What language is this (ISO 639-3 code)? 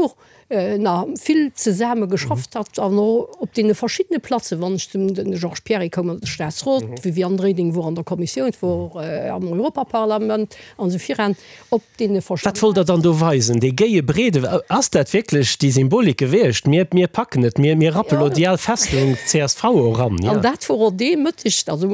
ltz